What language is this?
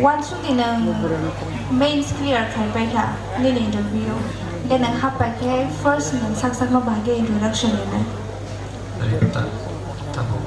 Kok Borok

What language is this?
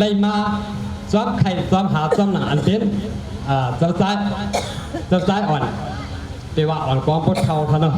Shan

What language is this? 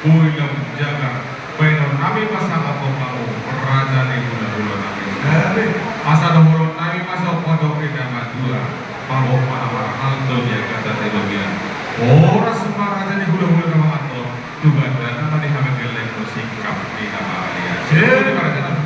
Batak Toba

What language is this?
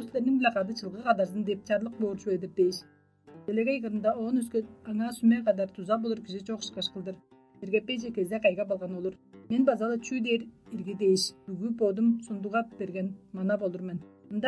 Tuvinian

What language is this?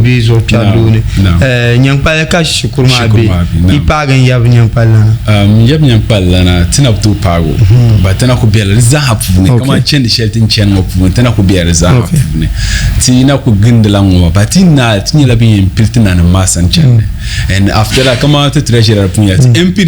Dagbani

